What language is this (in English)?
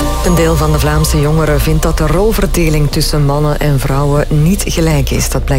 Dutch